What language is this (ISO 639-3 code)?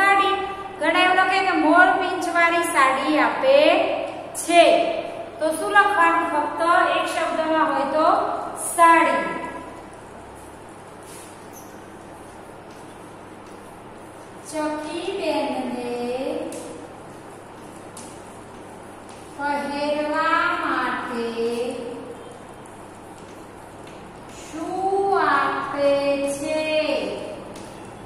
guj